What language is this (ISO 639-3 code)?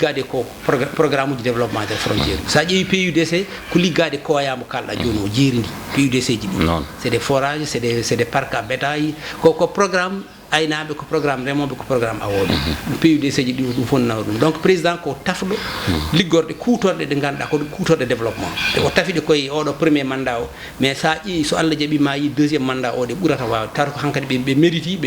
ful